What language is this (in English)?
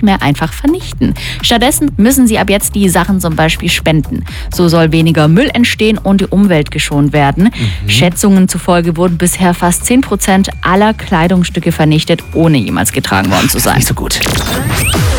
German